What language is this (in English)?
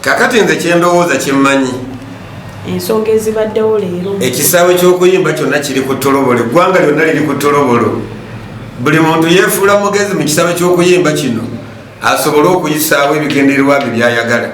Ganda